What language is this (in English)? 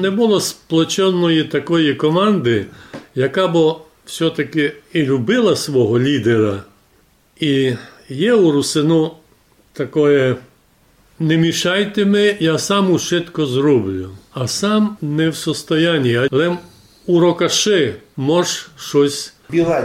Rusyn